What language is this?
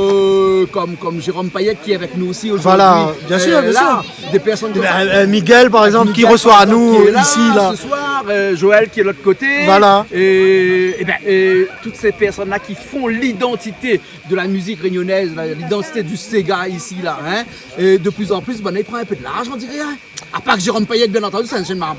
Réunion Creole French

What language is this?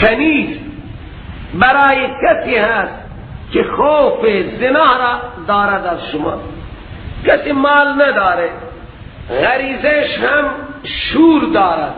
Persian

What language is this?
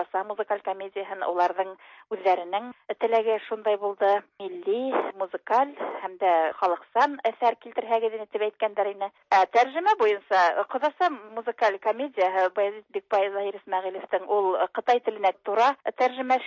Tatar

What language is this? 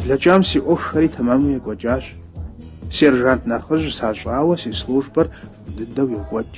Kabardian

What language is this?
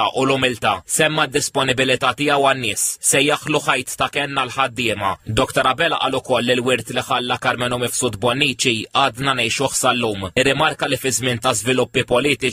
Maltese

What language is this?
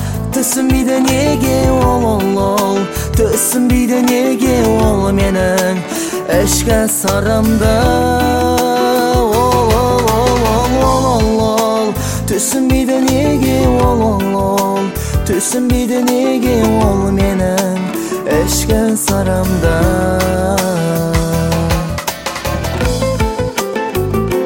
Kazakh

